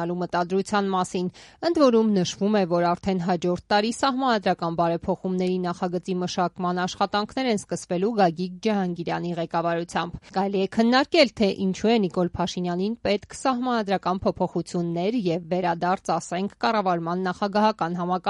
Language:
Armenian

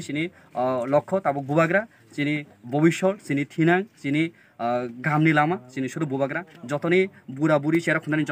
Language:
Kok Borok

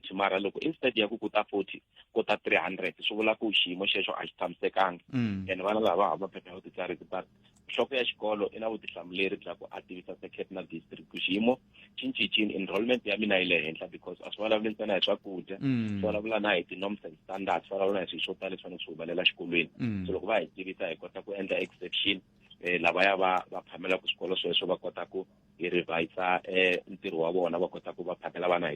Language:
Tsonga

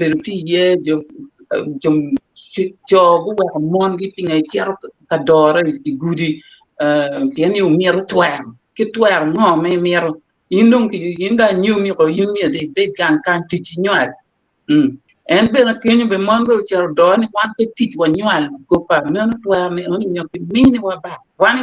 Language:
Acoli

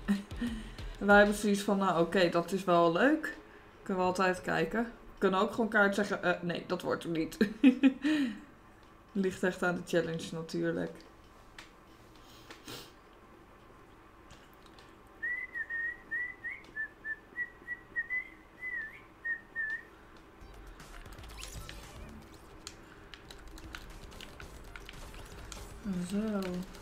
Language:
Dutch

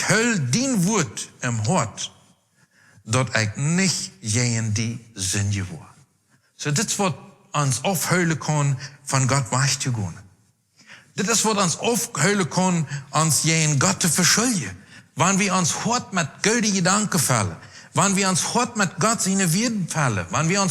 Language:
Plautdietsch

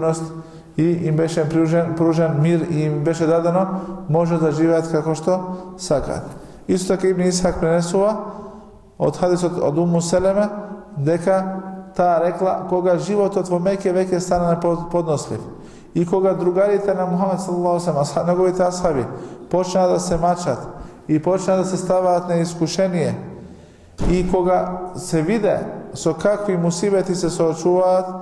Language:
Macedonian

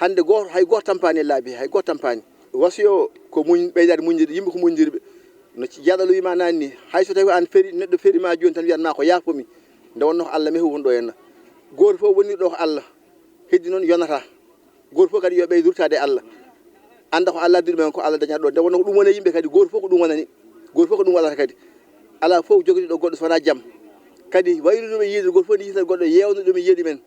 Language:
Fula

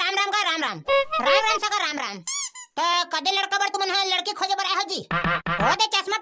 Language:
Chhattisgarhi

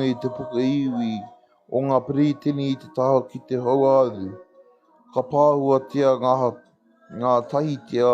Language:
Māori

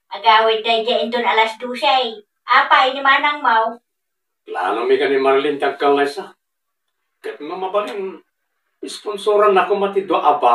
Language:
Iloko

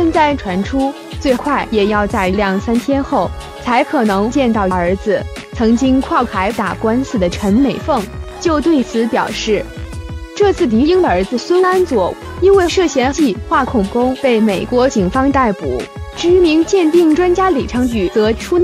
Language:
Chinese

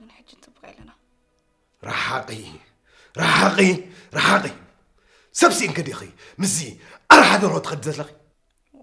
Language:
Tigrinya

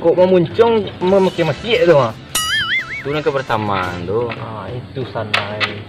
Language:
Minangkabau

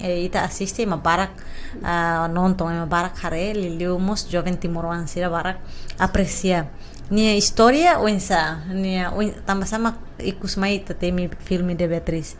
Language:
Tetum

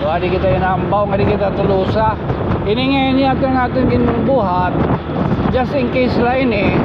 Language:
Waray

